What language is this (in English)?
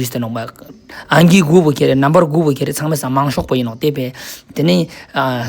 Ladakhi